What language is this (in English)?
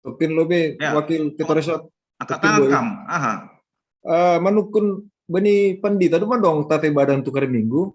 Batak Simalungun